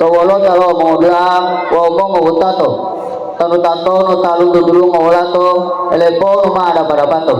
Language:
Gorontalo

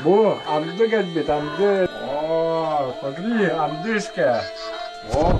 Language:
Yakut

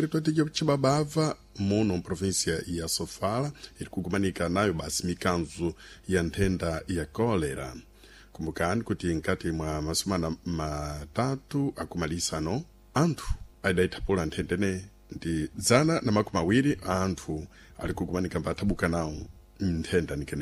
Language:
Sena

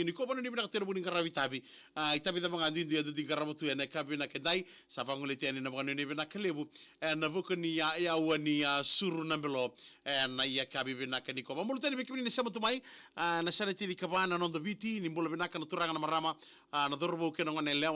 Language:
Fijian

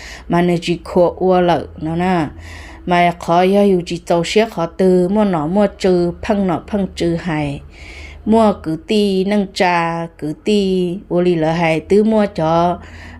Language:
Hmong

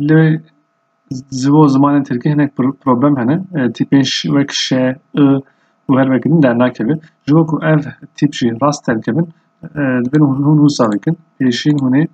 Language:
Kurdish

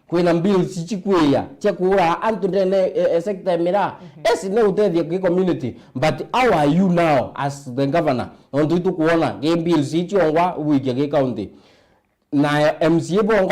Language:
Meru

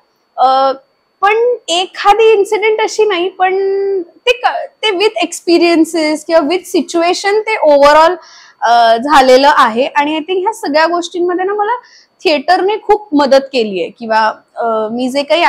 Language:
Marathi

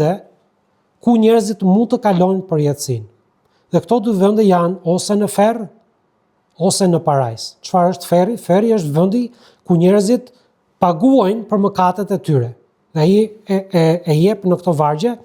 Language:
Albanian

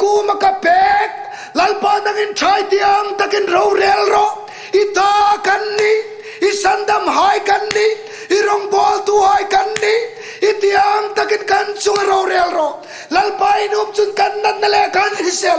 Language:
Hmar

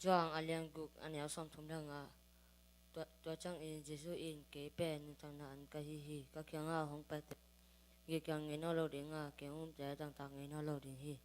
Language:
Tedim Chin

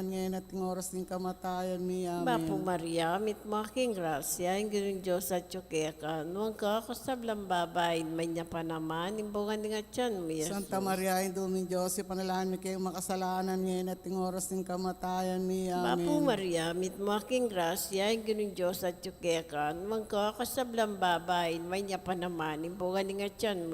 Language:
Pampanga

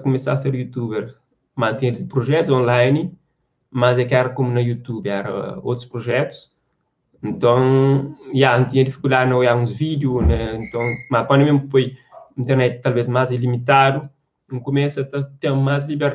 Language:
Kabuverdianu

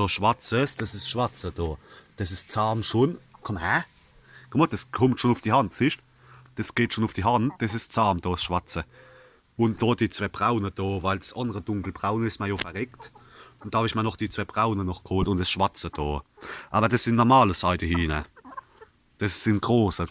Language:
Palatine German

